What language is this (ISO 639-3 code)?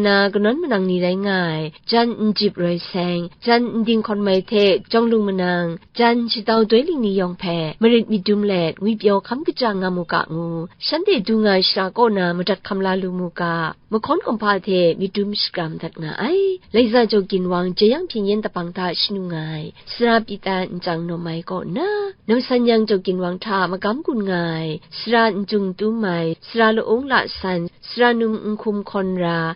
kac